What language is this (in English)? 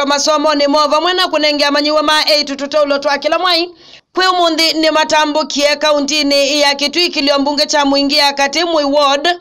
Kamba